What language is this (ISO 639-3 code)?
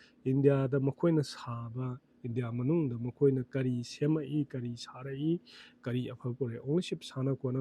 mni